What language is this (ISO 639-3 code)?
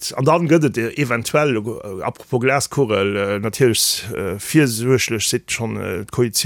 ltz